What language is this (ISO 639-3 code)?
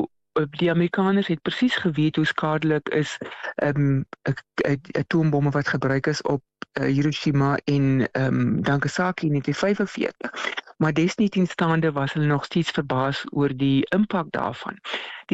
afr